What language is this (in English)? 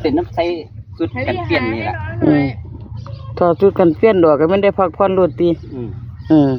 Northeastern Thai